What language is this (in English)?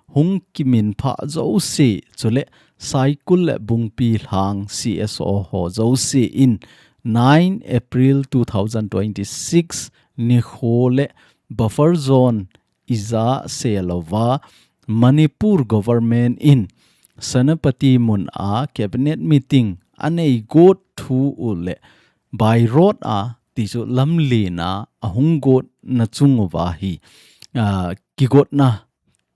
Thado Chin